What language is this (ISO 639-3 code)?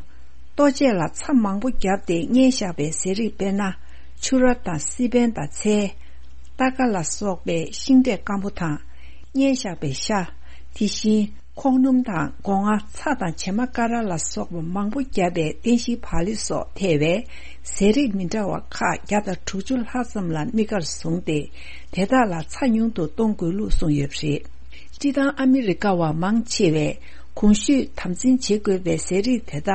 bod